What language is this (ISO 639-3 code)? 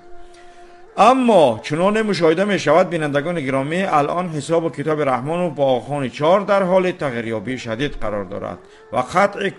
fas